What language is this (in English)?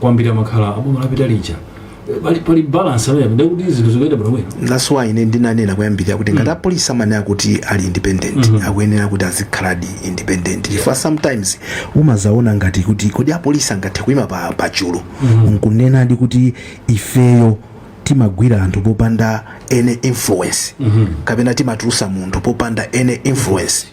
Nyanja